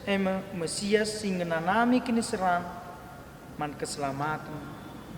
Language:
Batak Karo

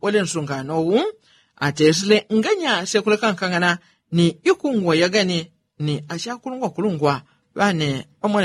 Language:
Yao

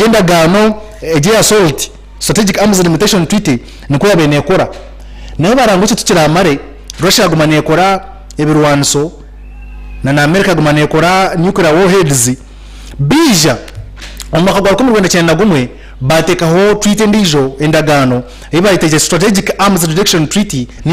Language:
Nyankole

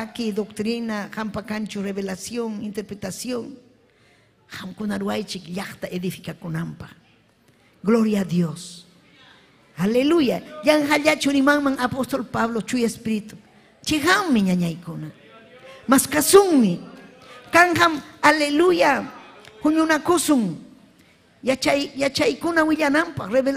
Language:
Ayacucho Quechua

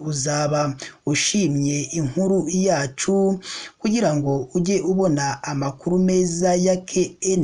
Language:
Kinyarwanda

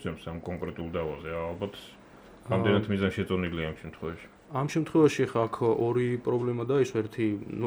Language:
Georgian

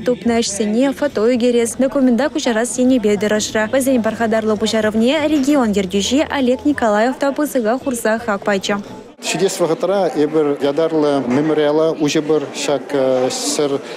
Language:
Chuvash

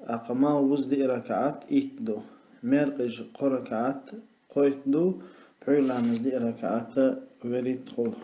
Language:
Chechen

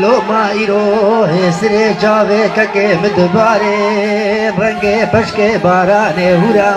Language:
Kurdish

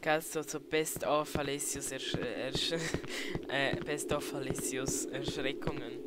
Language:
Swiss German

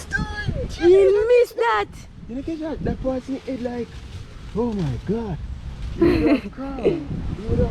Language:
Jamaican Creole English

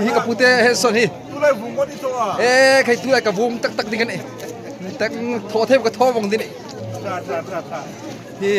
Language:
Hmar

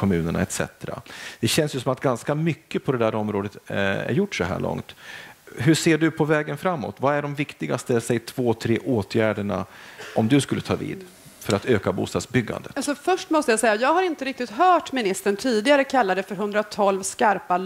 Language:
Swedish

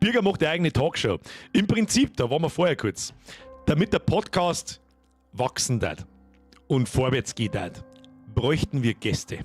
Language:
Bavarian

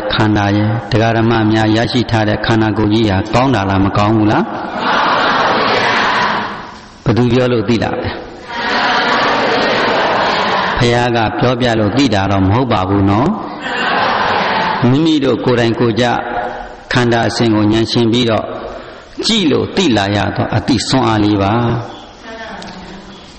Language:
Burmese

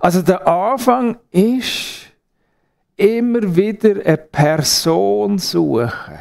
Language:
Swiss German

